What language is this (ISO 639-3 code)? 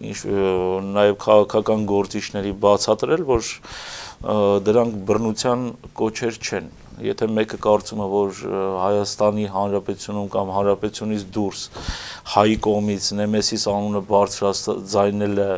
hye